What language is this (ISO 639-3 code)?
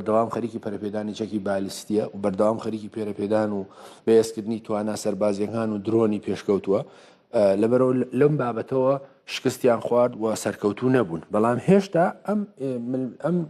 ckb